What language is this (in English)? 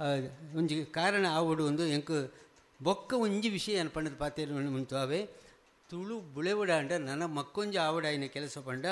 Tulu